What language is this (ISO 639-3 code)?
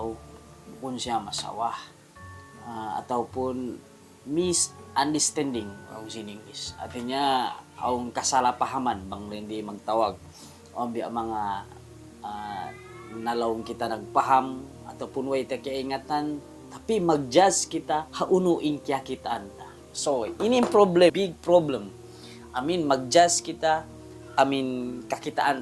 tsg